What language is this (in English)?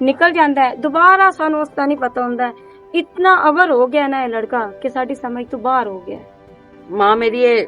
Western Panjabi